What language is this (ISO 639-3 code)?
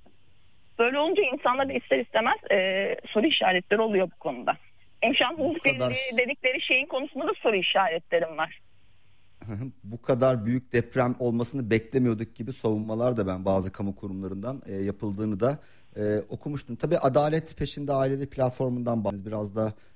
tur